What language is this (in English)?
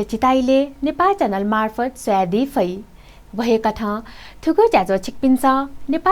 Newari